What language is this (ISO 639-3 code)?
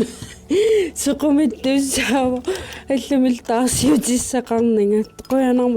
kal